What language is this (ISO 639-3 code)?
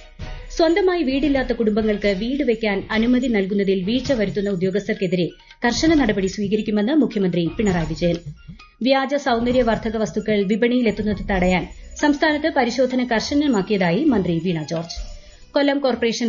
mal